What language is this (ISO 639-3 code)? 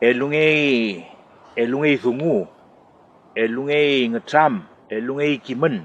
arn